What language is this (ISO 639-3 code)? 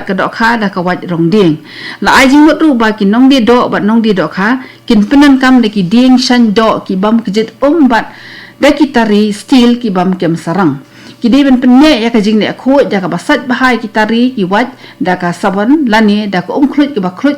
kha